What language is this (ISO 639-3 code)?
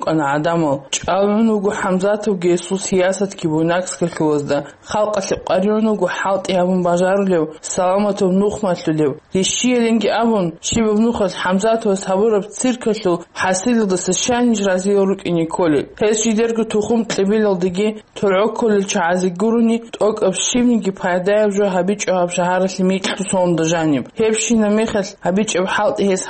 ava